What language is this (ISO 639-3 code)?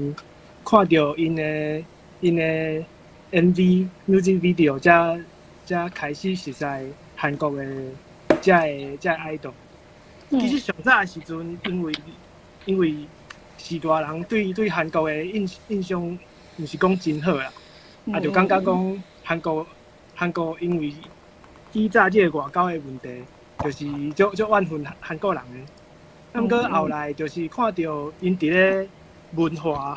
nan